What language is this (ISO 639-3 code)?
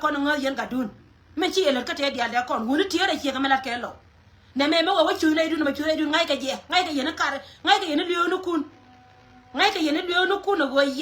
nus